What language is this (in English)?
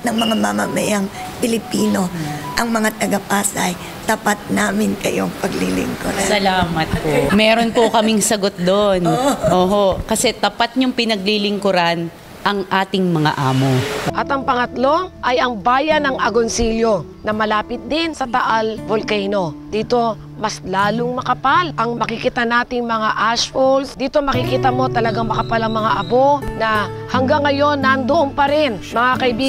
Filipino